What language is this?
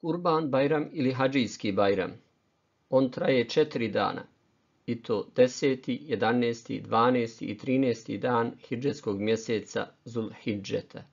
Bosnian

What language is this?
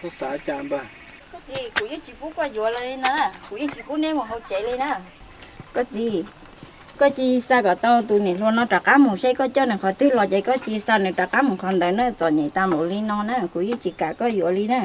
Hmong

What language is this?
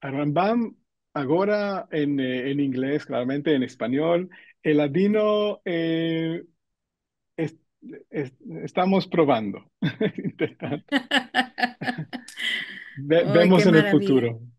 Ladino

